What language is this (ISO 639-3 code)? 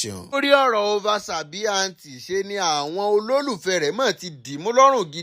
yor